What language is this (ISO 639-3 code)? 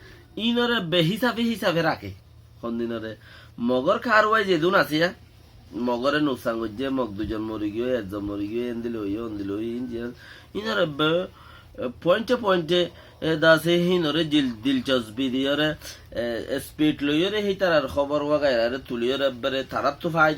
rhg